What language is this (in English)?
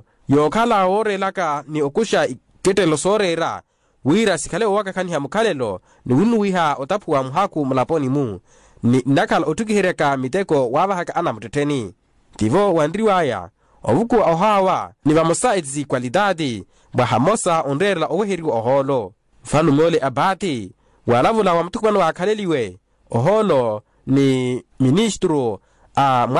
Makhuwa